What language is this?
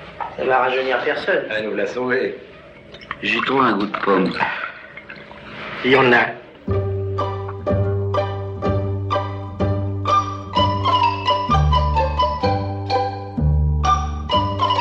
French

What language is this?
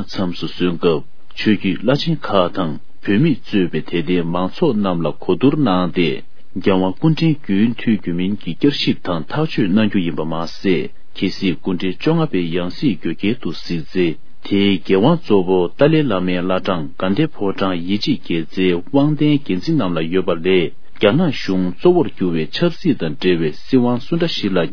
Tibetan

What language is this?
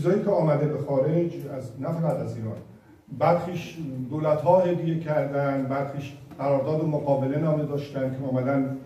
Persian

